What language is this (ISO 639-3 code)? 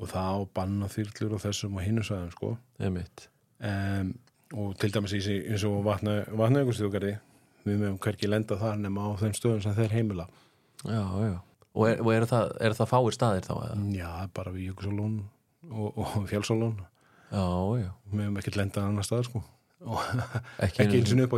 isl